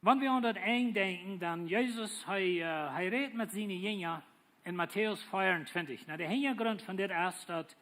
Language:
Plautdietsch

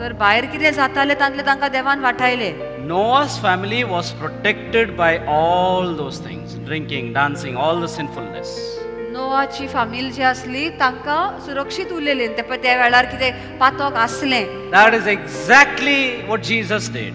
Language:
Konkani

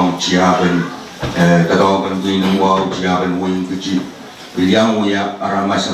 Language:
Pohnpeian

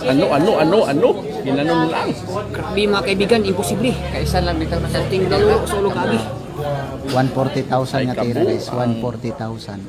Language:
Cebuano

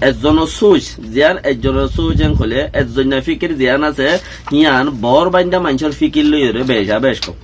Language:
Rohingya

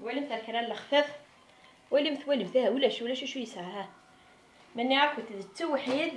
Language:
Kabyle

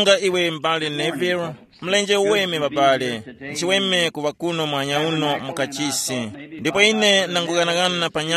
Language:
Tumbuka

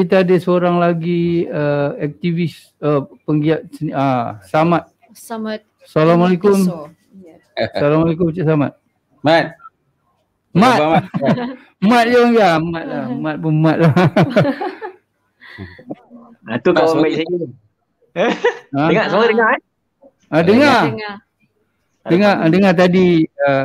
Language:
Malay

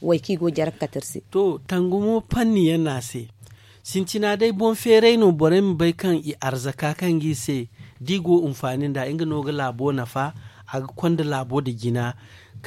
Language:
Zarma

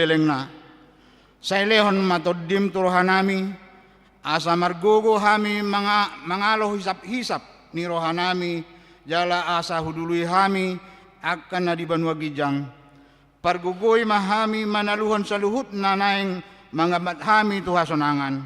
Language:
Batak Toba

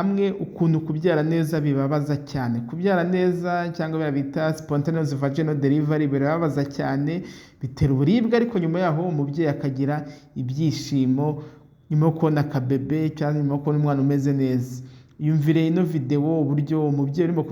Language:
Kinyarwanda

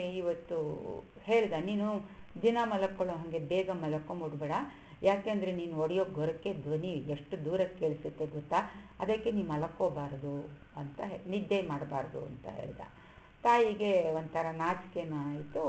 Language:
Kannada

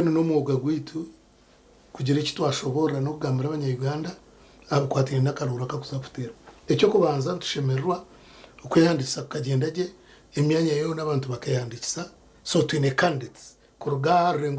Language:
Nyankole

